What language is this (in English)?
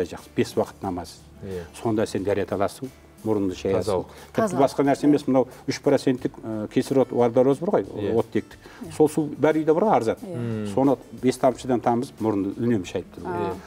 Kazakh